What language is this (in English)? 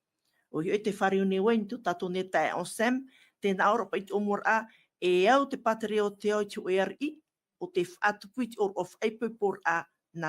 Tahitian